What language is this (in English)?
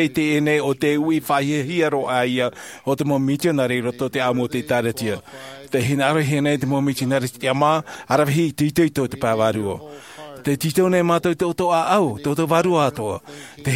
Tahitian